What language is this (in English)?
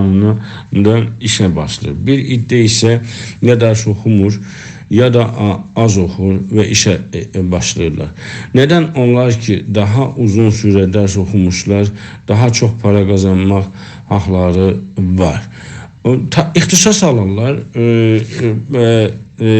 South Azerbaijani